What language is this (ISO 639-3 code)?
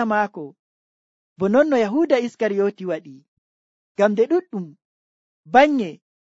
fuv